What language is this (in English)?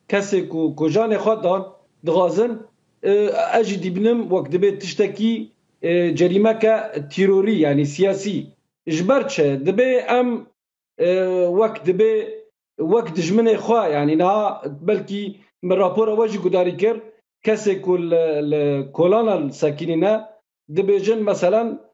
Kurdish